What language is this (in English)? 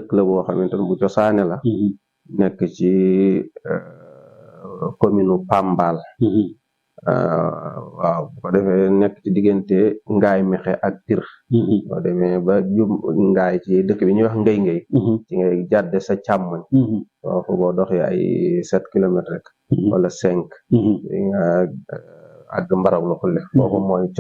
Wolof